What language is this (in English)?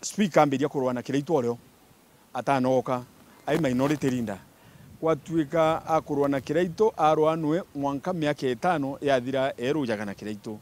Meru